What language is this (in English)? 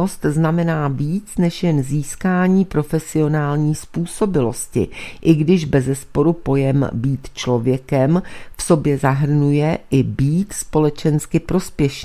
Czech